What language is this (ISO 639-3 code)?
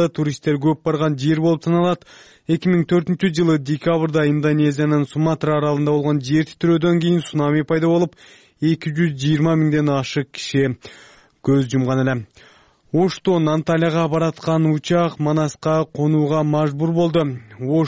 kir